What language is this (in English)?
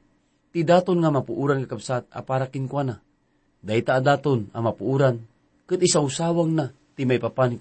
Iloko